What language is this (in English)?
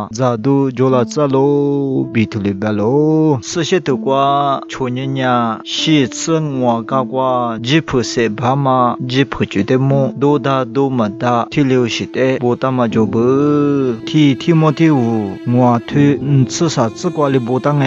Lisu